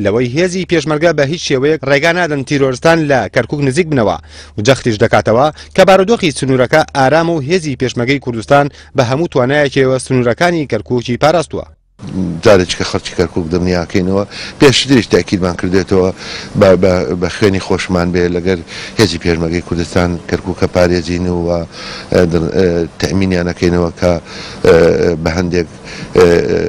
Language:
Central Kurdish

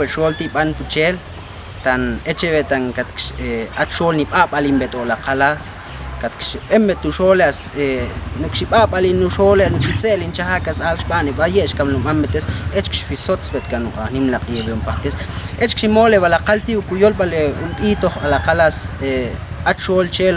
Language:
Ixil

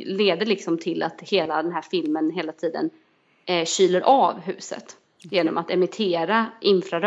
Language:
Swedish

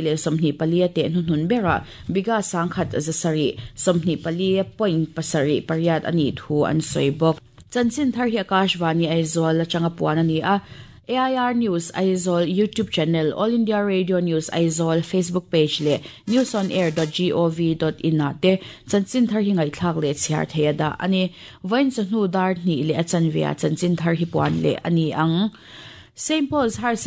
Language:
Mizo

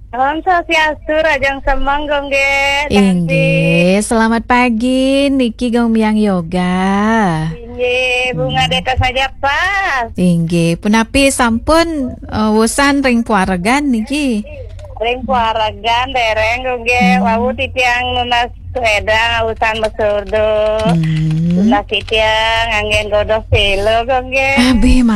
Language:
Balinese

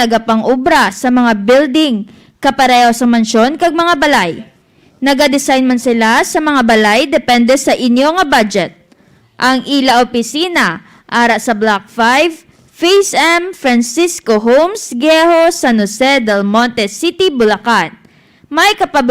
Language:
Hiligaynon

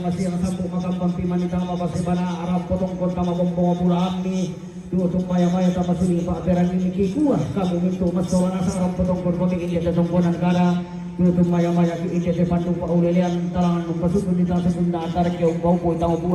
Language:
Toraja-Sa'dan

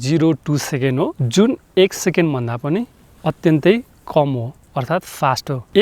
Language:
Nepali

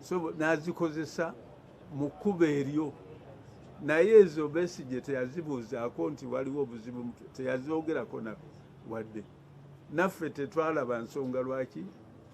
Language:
Ganda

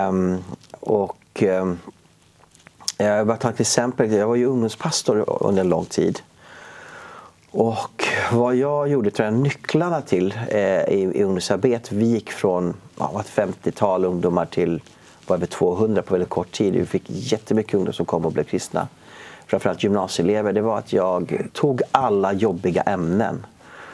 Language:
Swedish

